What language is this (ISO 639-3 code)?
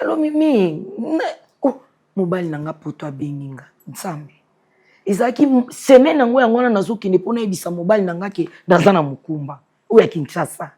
lin